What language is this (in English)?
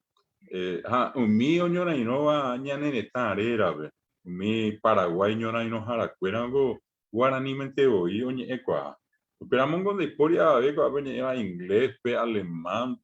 Guarani